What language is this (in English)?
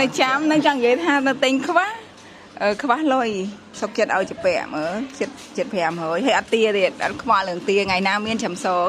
Khmer